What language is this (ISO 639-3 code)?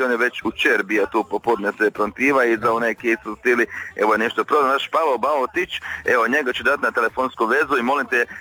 hrv